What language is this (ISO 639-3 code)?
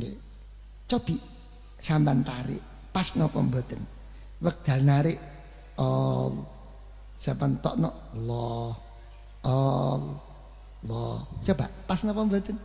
jav